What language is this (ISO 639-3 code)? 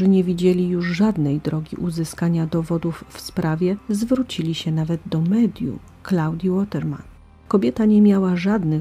pol